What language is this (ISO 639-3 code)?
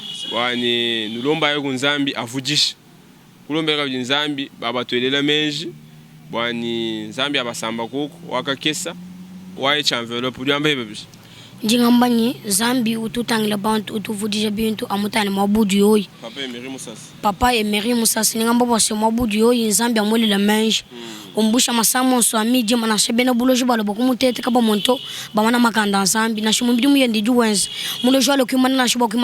lua